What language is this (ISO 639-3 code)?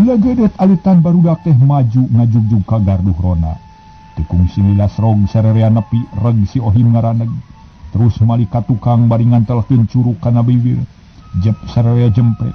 sun